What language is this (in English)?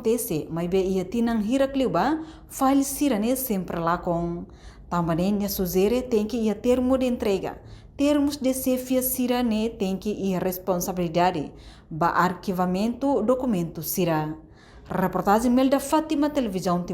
Tetum